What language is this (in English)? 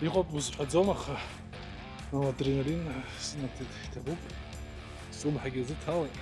Abkhazian